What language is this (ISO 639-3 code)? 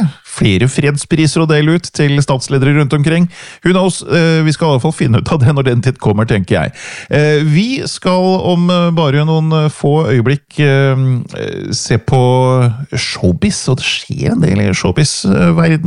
nor